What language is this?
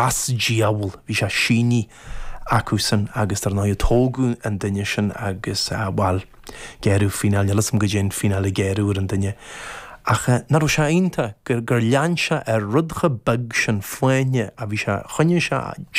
Irish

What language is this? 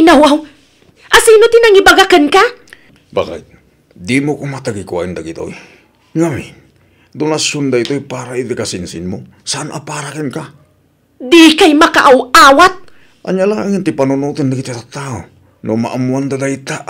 Iloko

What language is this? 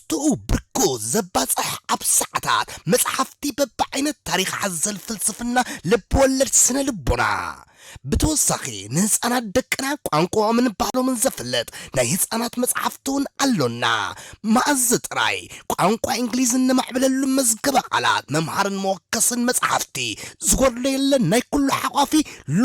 Tigrinya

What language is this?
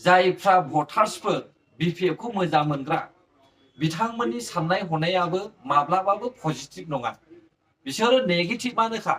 Bodo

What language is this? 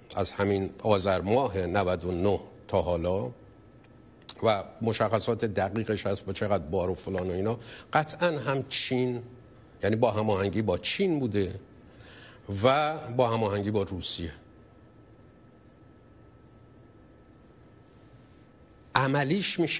Persian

